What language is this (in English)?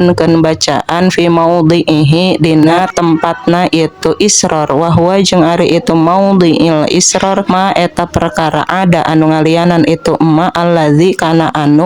Sundanese